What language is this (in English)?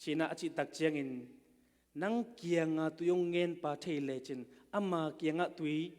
Tedim Chin